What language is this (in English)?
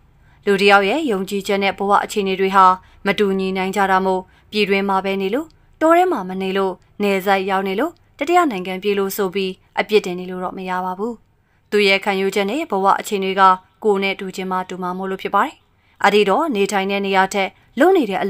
Burmese